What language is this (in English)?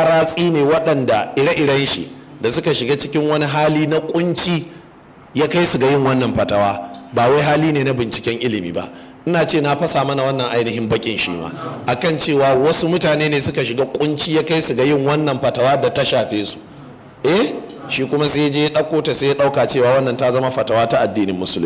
Hausa